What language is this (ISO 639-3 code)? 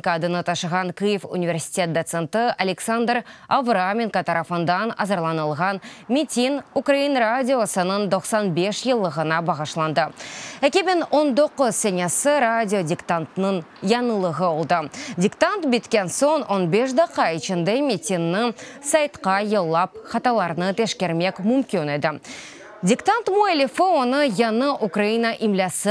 crh